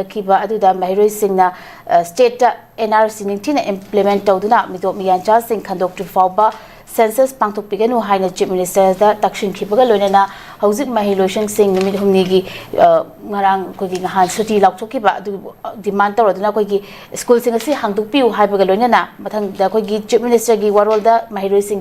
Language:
Manipuri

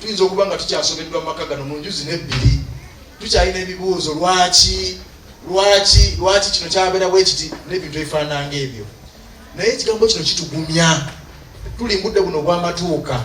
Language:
Ganda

